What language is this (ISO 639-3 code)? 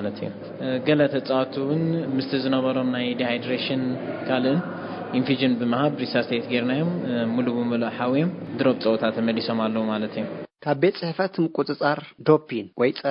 tir